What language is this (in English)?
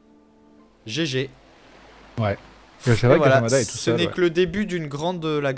French